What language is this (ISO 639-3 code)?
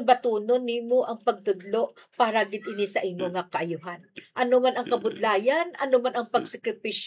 hil